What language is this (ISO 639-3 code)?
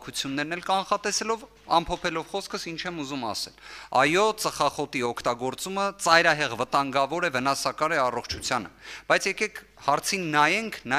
hye